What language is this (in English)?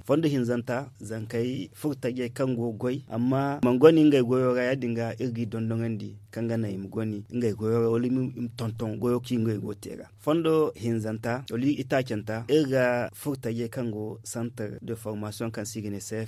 Zarma